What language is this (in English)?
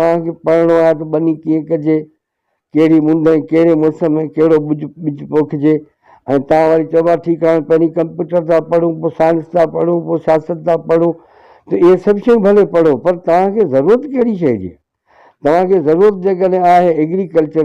Sindhi